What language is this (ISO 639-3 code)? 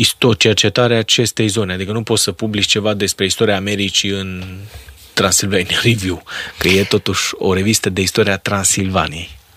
ron